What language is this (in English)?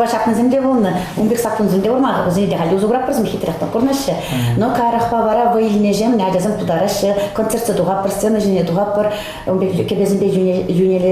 Chuvash